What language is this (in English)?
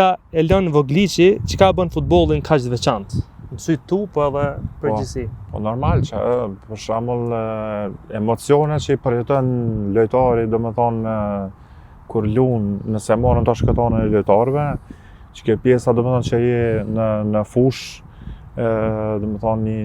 Albanian